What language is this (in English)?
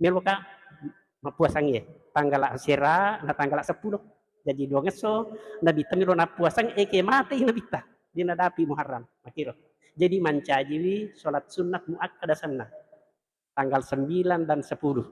Buginese